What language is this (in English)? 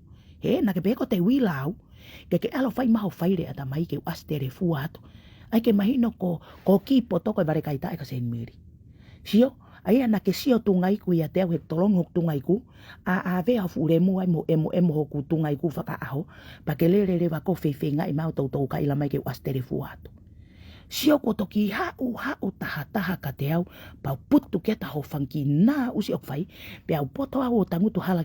Tongan